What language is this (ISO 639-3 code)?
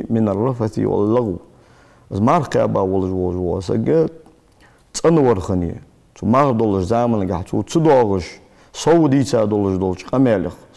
inh